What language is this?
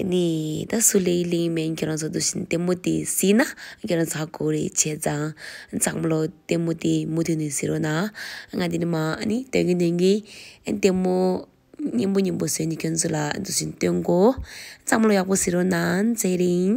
Tibetan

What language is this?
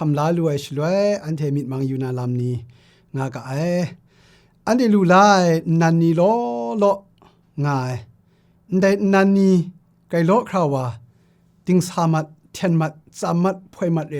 Kachin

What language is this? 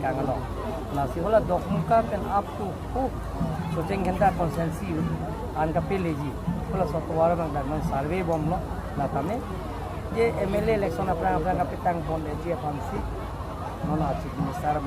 Karbi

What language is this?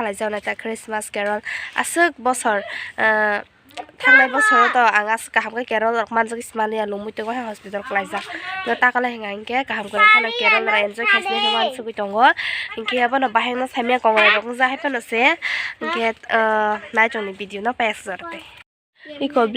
Kok Borok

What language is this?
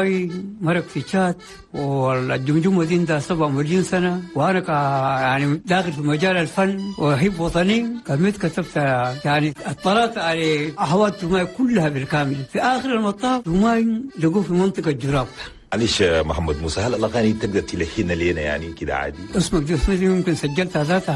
Chadian Arabic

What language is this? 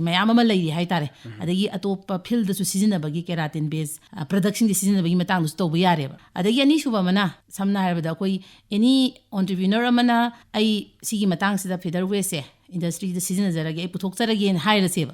Manipuri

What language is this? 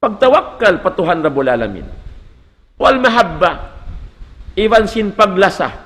Tausug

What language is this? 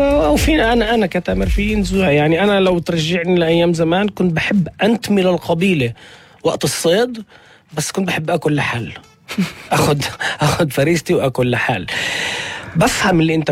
North Levantine Arabic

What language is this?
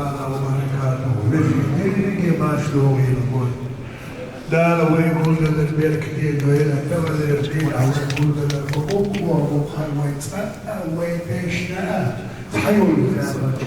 Ingush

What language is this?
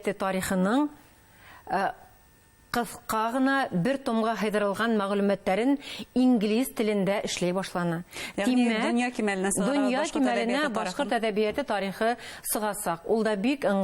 Bashkir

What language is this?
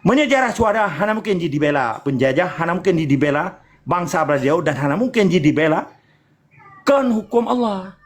Achinese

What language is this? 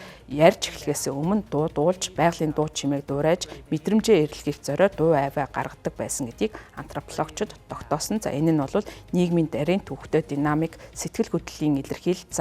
Mongolian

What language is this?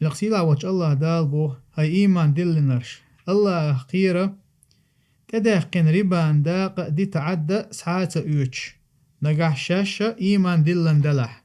Chechen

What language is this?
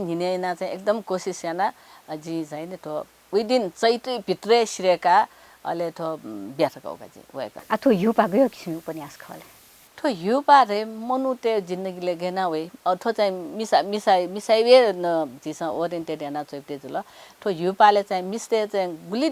Newari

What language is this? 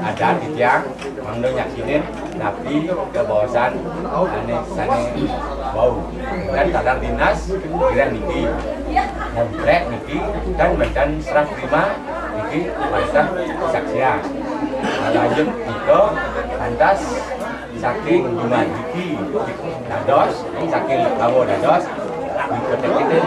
Balinese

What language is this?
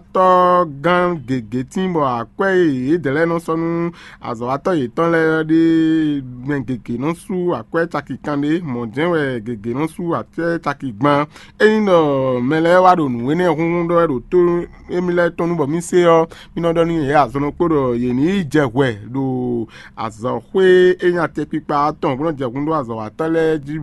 Fon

